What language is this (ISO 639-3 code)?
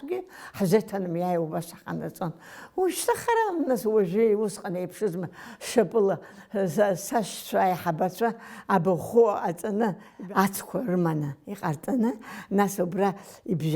abk